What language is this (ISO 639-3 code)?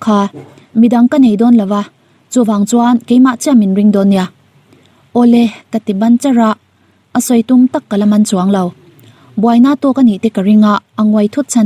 lus